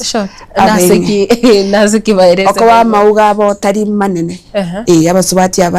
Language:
Gusii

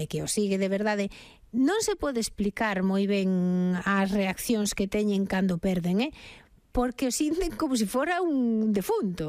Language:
Galician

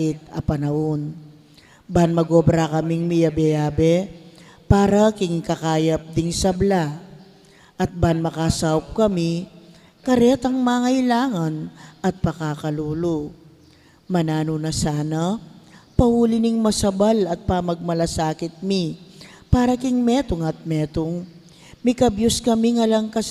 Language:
Pampanga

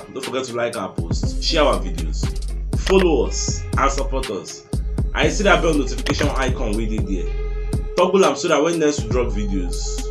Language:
Nigerian Pidgin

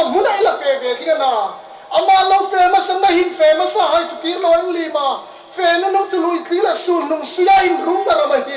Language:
Hmar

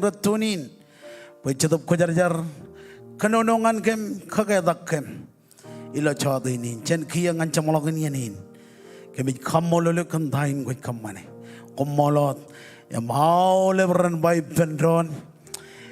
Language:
Marshallese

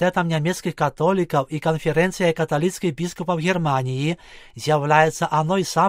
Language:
Belarusian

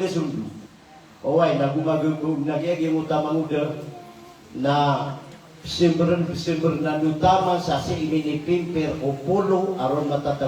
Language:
Maranao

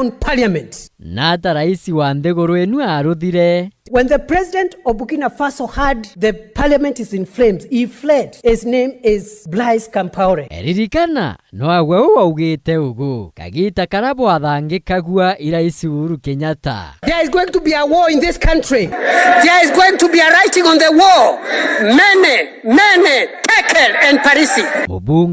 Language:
Meru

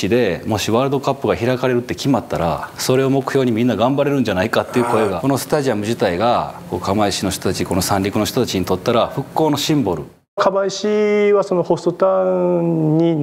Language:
Japanese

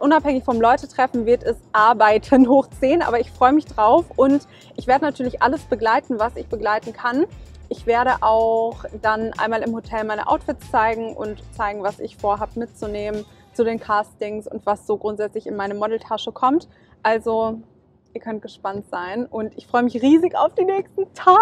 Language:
German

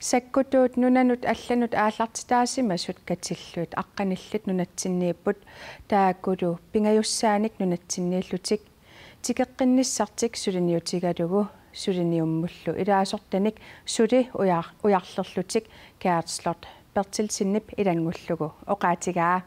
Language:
Kalaallisut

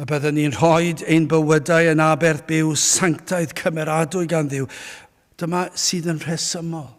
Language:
Welsh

